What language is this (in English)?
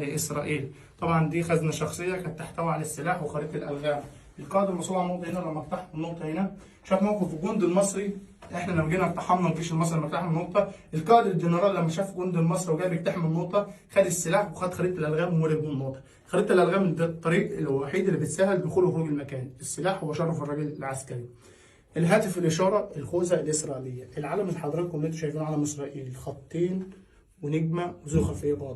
Egyptian Arabic